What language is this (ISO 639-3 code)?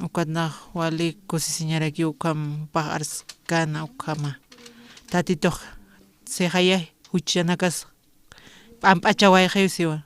aym